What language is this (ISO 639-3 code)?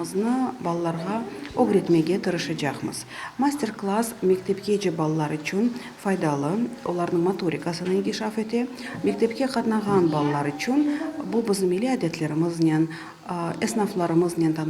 crh